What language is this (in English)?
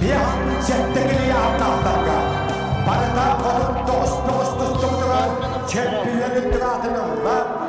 Yakut